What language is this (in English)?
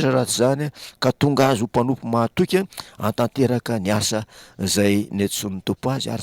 Malagasy